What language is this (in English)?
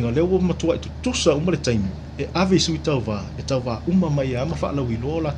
Samoan